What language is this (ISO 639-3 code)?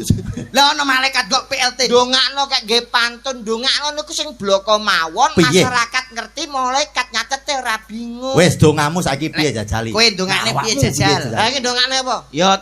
jav